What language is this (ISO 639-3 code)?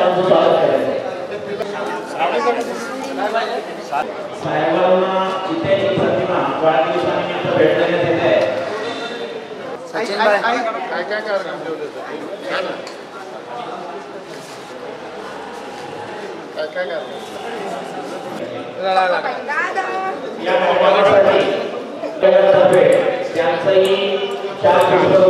mar